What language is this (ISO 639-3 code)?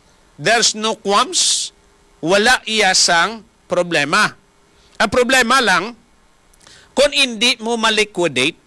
hil